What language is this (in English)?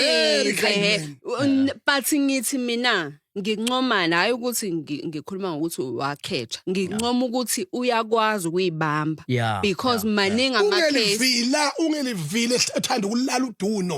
Zulu